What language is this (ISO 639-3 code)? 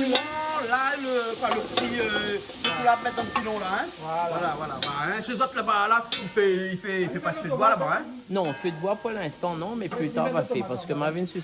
rcf